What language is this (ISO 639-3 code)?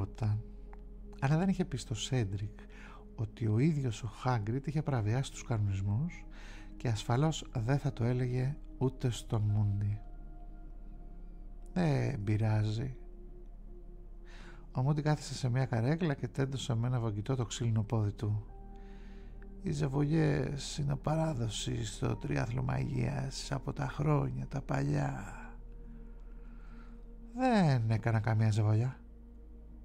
ell